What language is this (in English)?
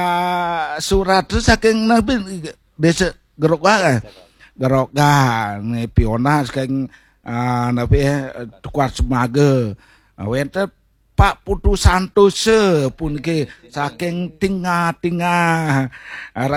Balinese